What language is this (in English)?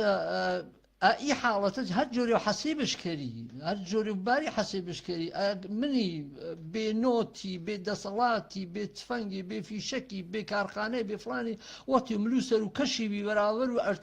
Gurani